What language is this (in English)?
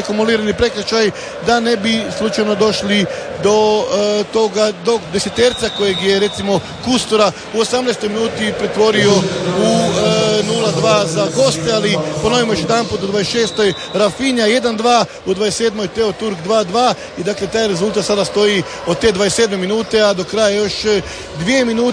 Croatian